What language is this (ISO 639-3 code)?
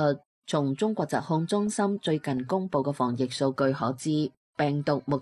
yue